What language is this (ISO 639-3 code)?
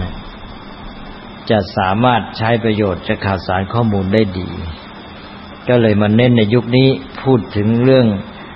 tha